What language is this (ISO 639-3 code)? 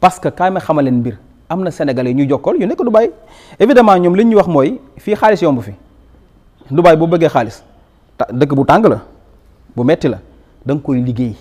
wol